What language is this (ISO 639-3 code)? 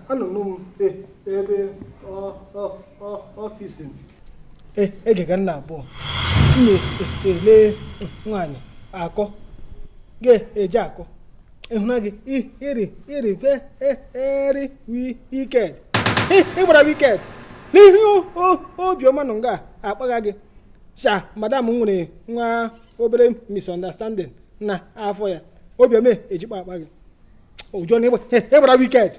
ibo